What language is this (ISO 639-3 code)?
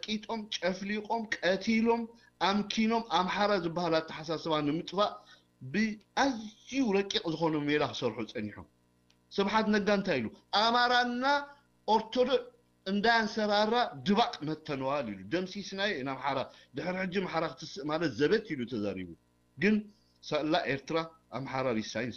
tir